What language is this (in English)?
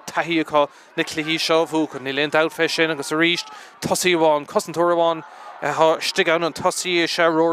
Irish